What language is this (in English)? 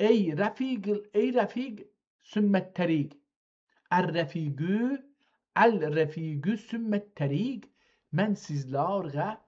South Azerbaijani